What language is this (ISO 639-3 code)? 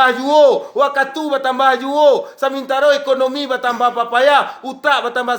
min